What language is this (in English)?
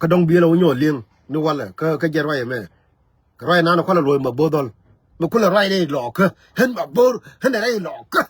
Nuer